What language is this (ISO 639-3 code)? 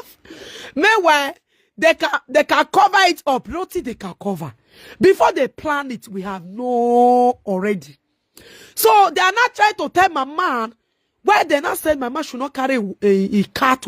pcm